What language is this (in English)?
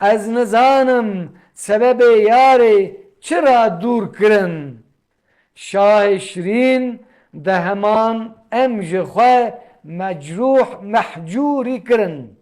Kurdish